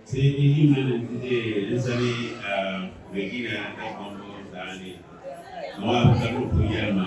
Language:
Dagbani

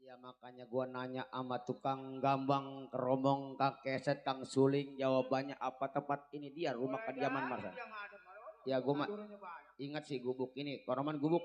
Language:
Betawi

